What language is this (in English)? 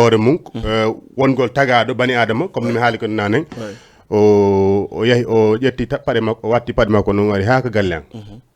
Fula